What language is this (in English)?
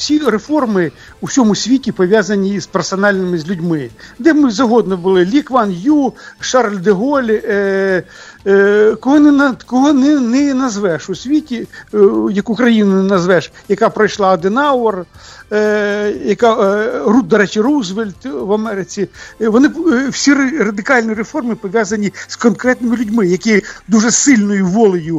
Ukrainian